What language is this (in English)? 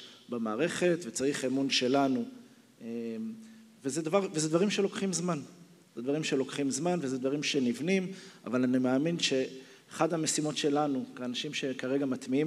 Hebrew